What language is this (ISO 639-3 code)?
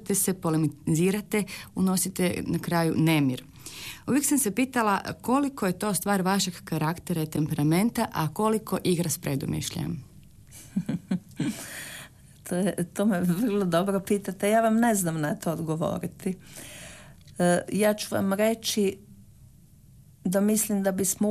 hrv